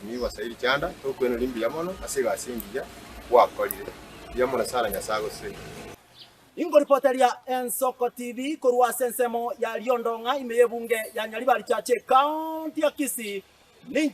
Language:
Gusii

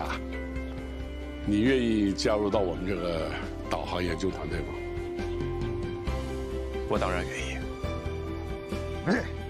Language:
Chinese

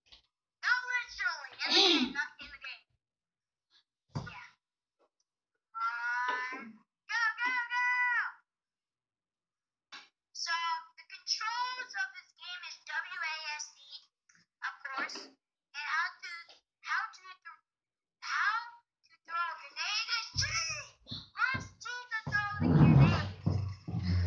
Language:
English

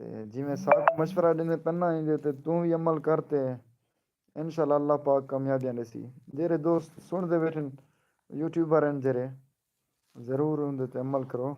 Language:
Saraiki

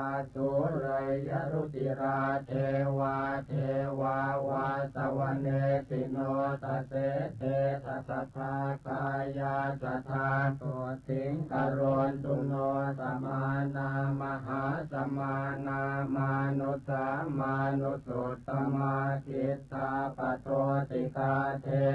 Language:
Pali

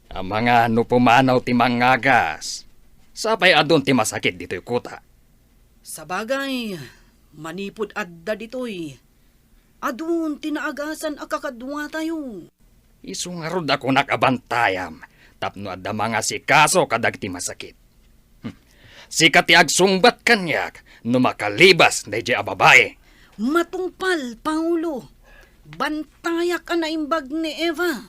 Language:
Iloko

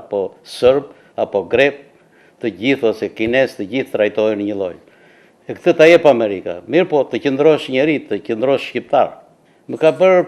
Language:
Albanian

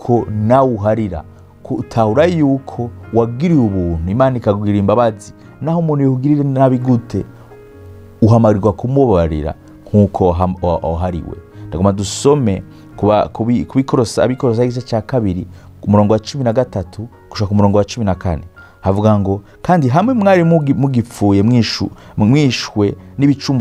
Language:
Rundi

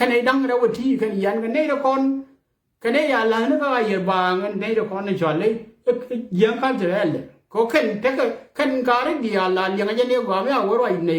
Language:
Nuer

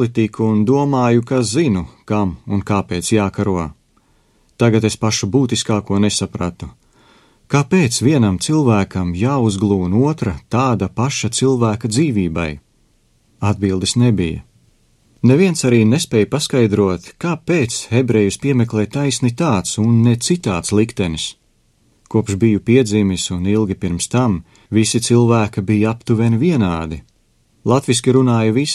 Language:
Latvian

